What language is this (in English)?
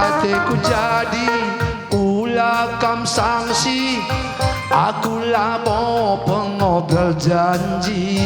Batak Karo